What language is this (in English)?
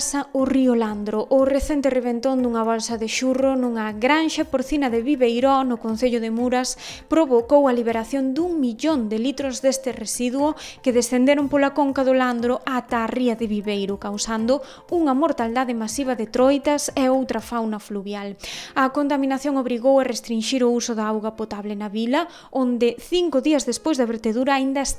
Galician